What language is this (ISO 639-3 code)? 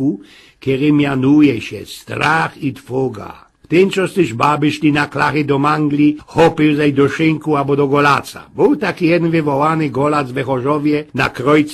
szl